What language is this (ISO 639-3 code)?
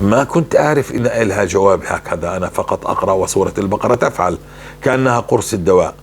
apc